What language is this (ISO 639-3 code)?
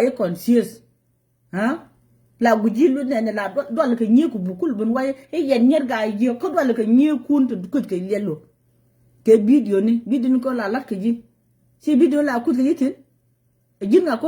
nus